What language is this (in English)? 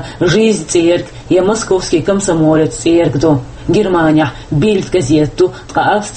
Chechen